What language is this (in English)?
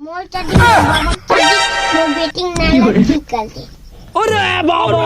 Chhattisgarhi